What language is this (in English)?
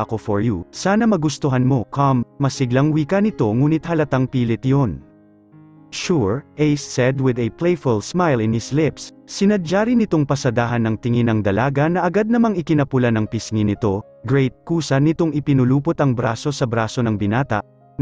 Filipino